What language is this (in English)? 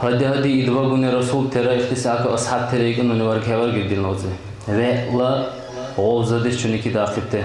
Dargwa